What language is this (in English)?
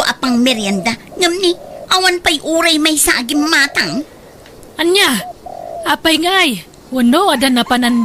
Iloko